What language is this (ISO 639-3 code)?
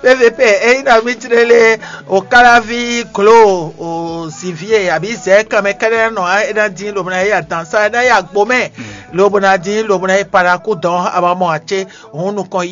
fon